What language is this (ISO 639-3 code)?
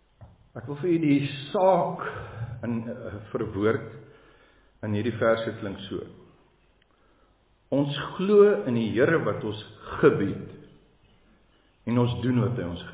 afr